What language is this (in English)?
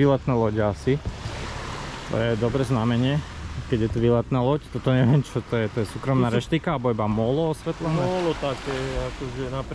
Slovak